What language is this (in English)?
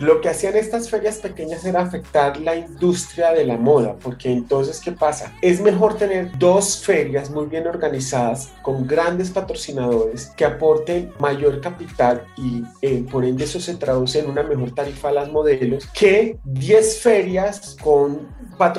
Spanish